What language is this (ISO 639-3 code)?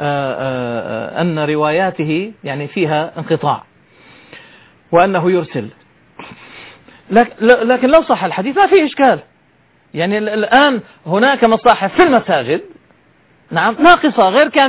ara